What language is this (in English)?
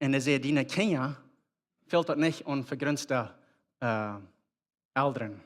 Plautdietsch